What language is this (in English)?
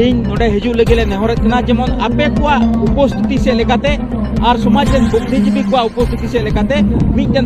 Santali